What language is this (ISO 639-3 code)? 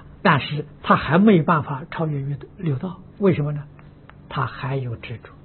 zho